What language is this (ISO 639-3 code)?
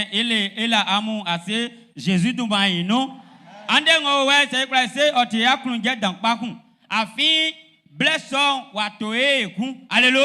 bci